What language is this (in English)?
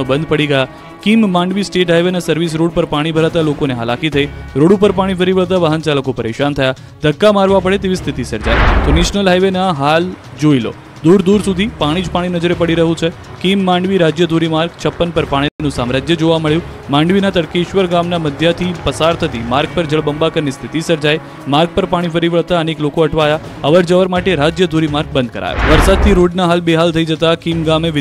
Gujarati